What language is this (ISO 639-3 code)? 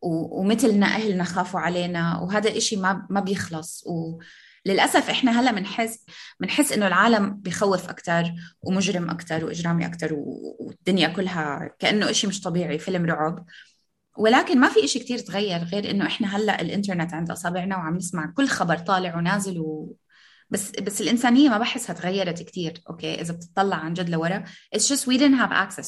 apc